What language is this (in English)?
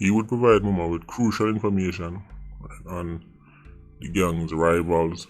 Jamaican Creole English